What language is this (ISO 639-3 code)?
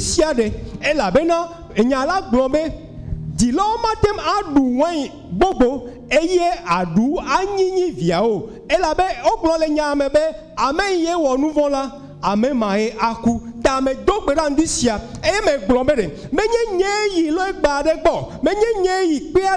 ewe